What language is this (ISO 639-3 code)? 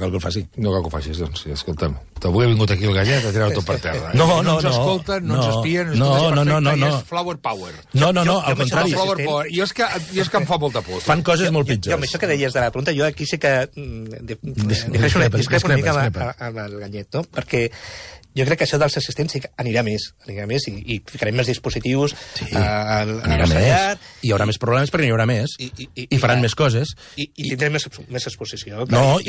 cat